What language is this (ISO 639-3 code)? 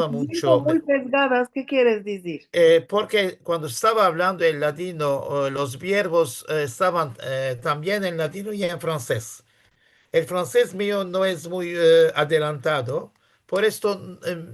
lad